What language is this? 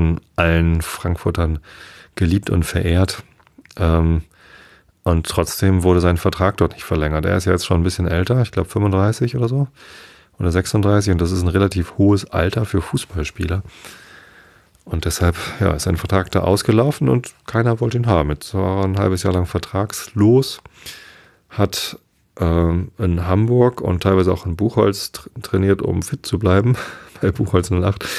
German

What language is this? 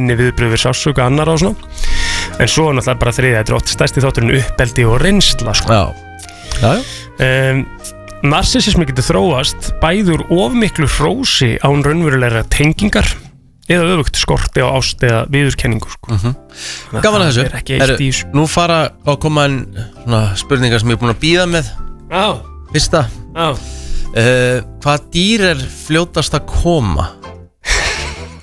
Icelandic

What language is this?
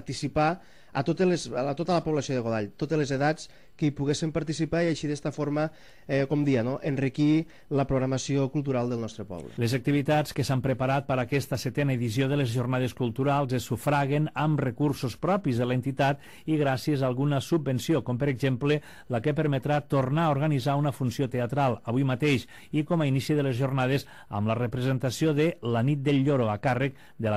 Catalan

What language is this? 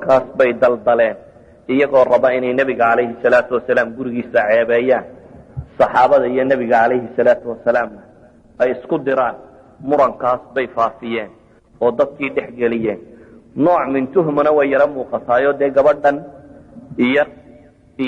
Somali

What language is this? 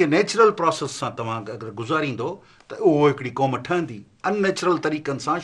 Sindhi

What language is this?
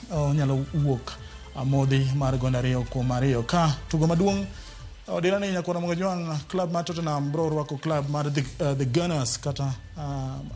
Luo (Kenya and Tanzania)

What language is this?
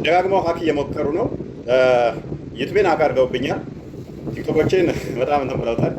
Amharic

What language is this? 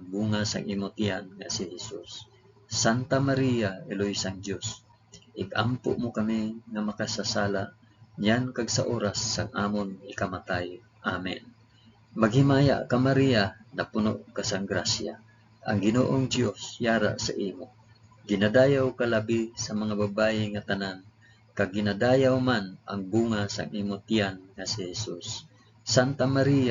Hiligaynon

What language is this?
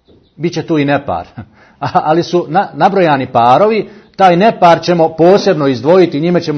Bosnian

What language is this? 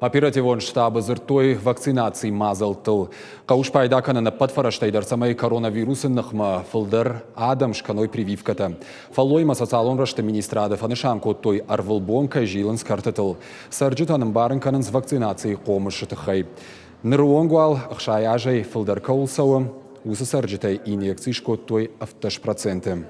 Ossetic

